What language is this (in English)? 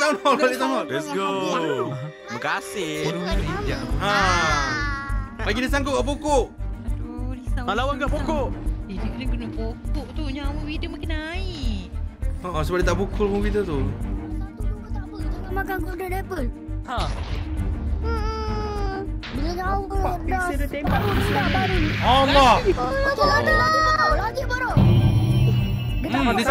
Malay